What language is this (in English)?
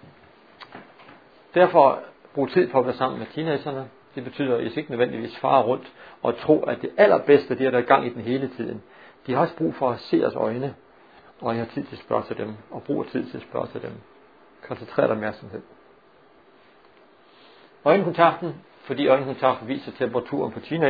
Danish